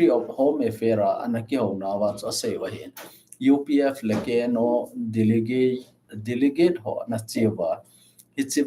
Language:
Thado Chin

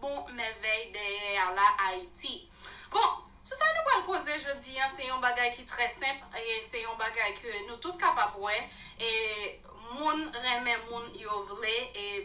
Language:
Haitian Creole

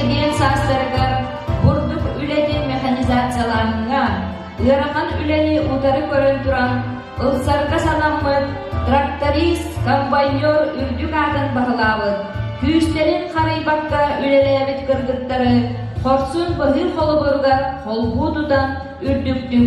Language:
Yakut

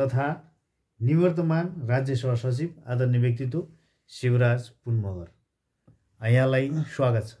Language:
Nepali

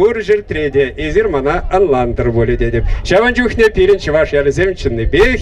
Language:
Chuvash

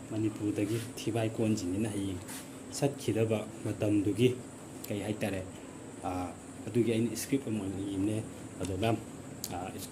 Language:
Manipuri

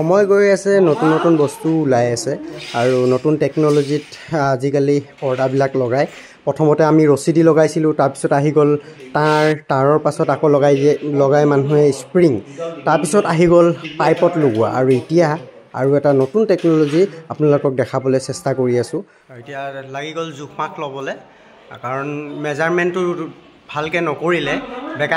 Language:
Assamese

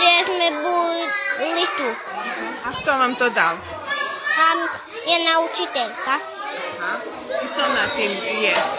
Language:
Rusyn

